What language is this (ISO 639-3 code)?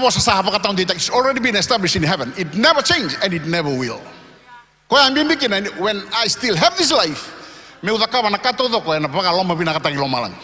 fij